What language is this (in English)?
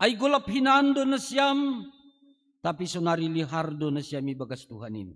Batak Simalungun